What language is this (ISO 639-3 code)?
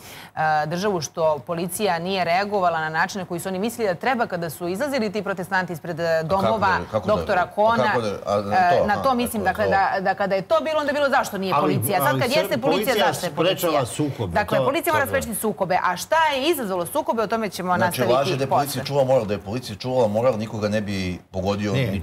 srp